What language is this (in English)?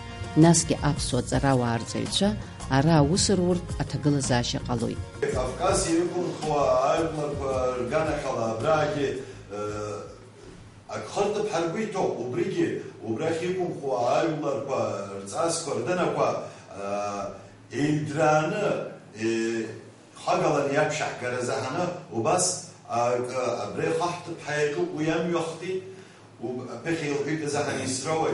Abkhazian